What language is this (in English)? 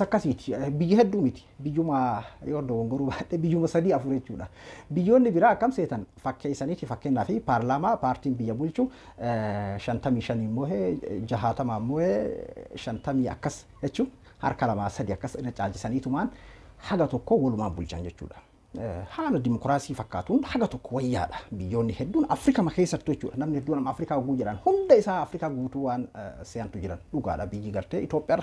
Oromo